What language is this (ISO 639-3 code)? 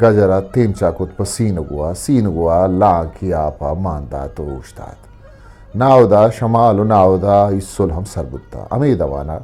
bgp